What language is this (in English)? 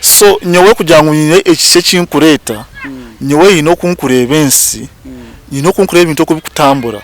Nyankole